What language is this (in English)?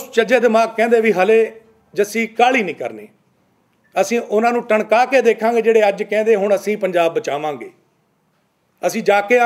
Punjabi